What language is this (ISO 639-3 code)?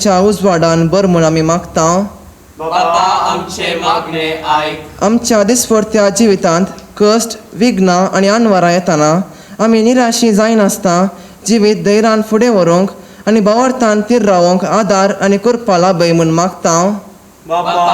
kok